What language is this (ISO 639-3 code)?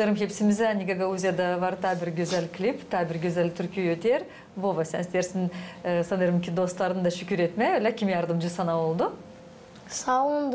gag